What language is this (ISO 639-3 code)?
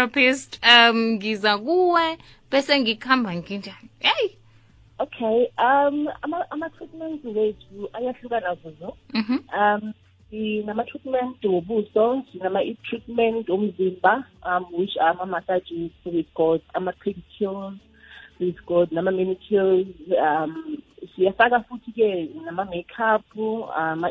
nbl